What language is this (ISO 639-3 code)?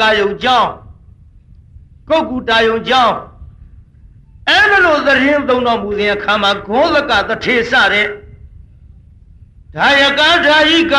mya